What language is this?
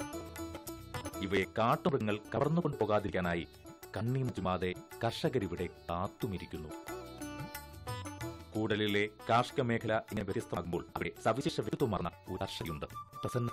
Malayalam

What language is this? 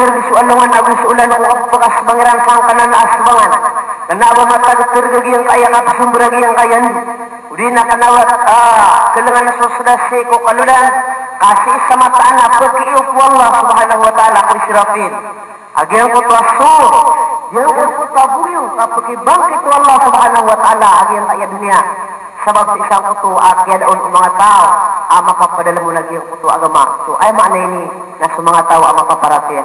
Maranao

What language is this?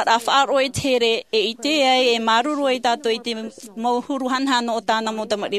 Tahitian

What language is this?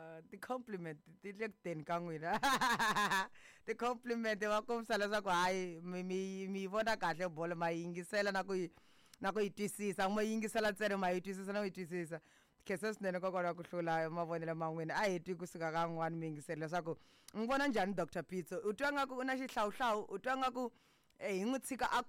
Tsonga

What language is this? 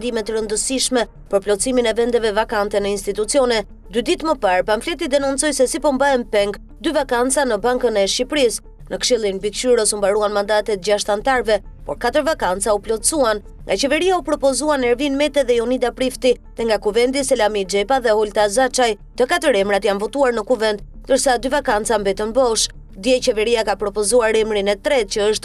Albanian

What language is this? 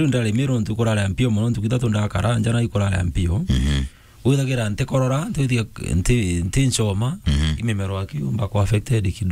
Meru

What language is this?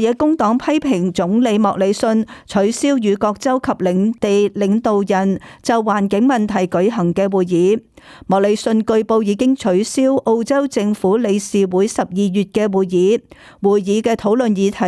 Cantonese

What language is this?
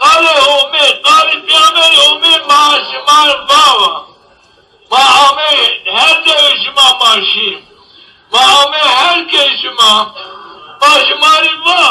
Zaza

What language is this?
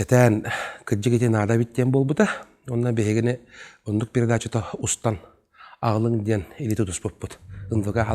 Yakut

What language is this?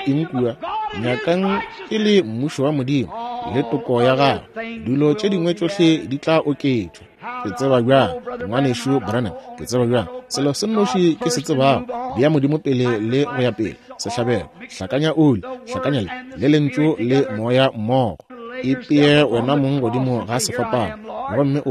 Northern Sotho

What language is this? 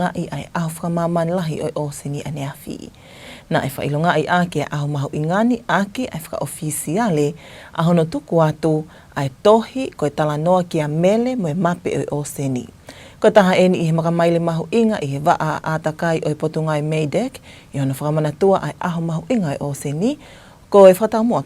Tongan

